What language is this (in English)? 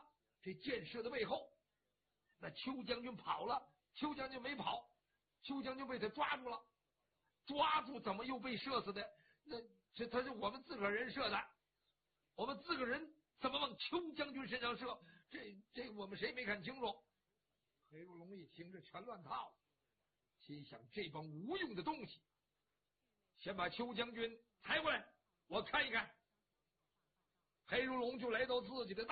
Chinese